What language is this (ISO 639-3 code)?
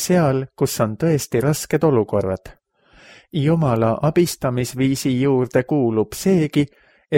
est